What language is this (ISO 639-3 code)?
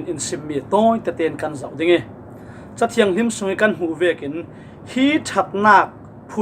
cfm